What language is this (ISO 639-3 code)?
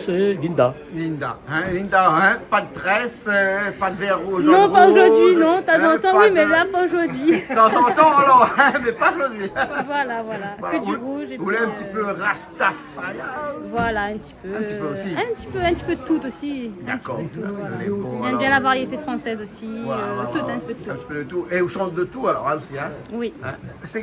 rcf